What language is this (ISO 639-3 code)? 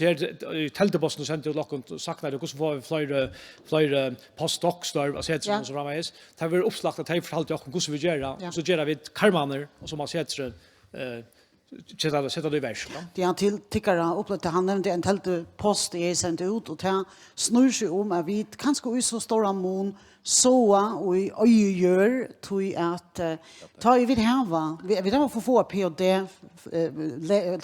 fao